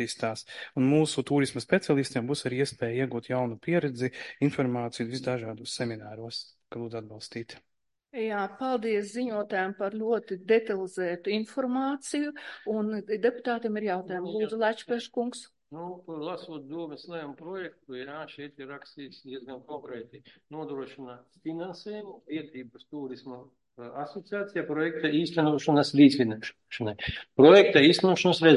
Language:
Latvian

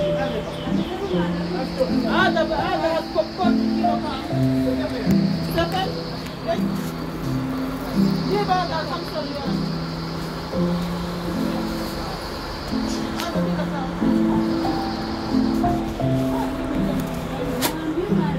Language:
Swahili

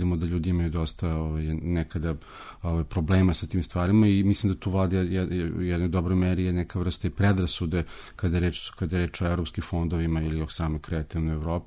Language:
Serbian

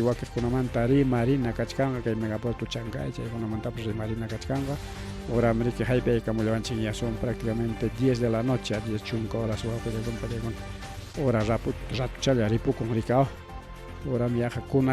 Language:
Ayacucho Quechua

